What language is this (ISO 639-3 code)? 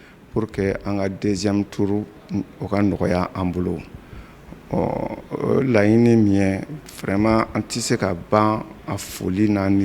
bam